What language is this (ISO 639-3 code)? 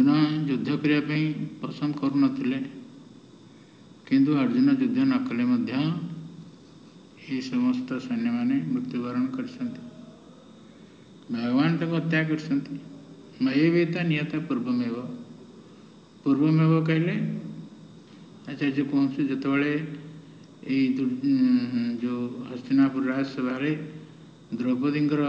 ori